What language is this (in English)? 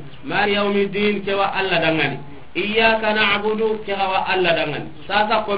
Soninke